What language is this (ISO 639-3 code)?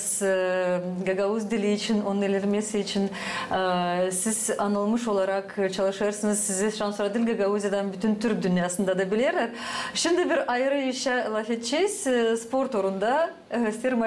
gag